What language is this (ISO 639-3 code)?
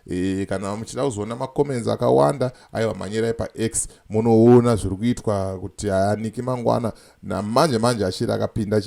sna